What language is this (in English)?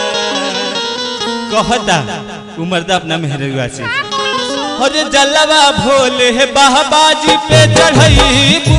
Bhojpuri